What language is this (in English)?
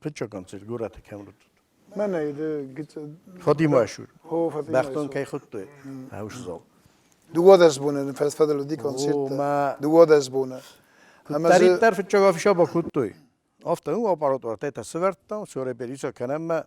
Ossetic